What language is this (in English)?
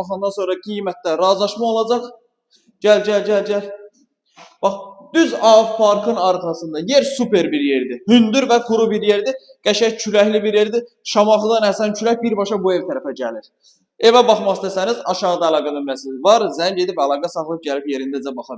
Azerbaijani